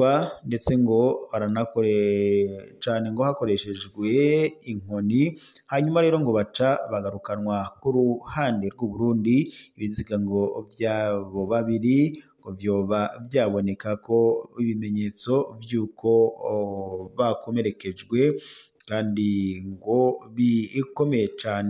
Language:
Rundi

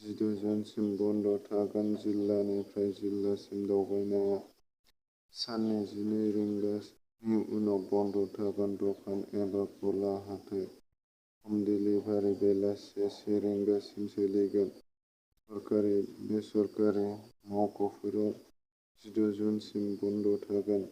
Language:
Bodo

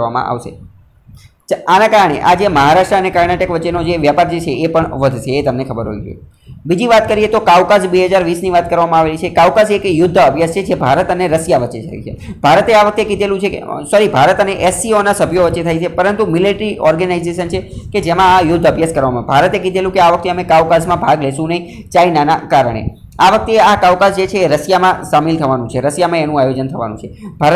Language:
Gujarati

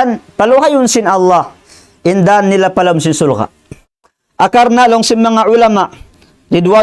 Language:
Tausug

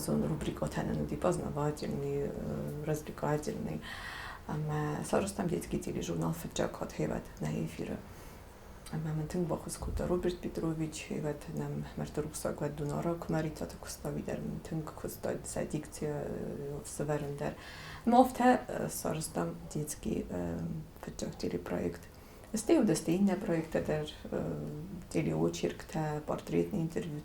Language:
Ossetic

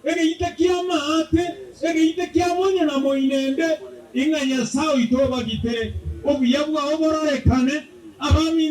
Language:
Gusii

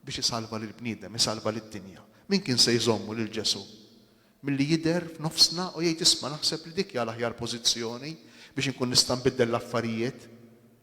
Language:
Maltese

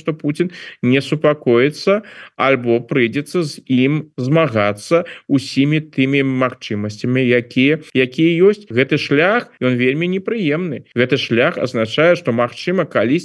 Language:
Belarusian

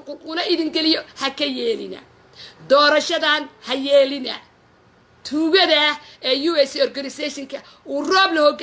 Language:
Somali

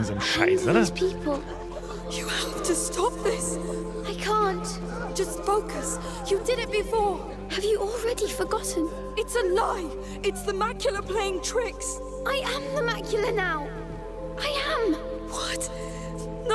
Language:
Bavarian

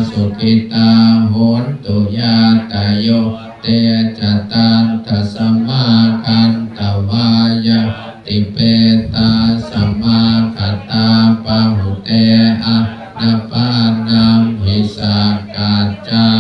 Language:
Pali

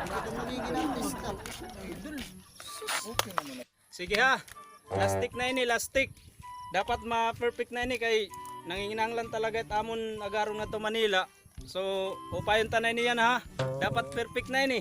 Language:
Waray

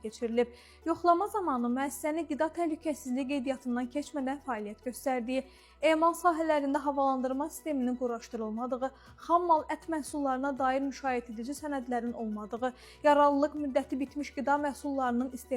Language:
Azerbaijani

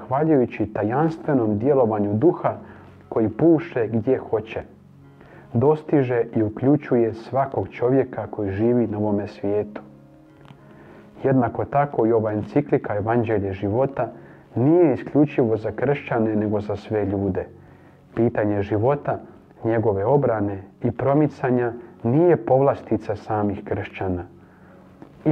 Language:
Croatian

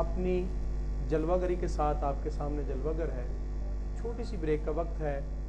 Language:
Urdu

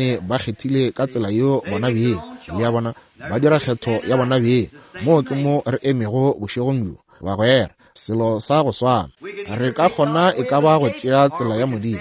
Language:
Northern Sotho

